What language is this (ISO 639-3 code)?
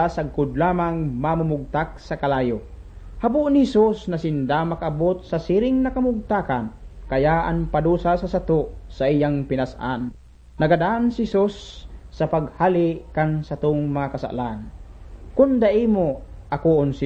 bik